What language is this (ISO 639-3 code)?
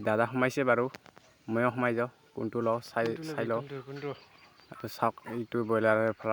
asm